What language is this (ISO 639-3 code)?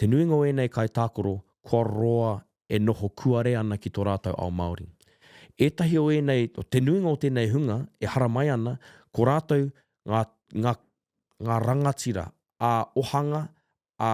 mri